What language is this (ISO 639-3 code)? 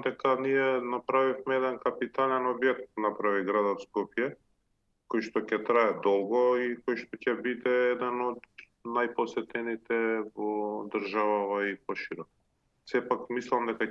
mkd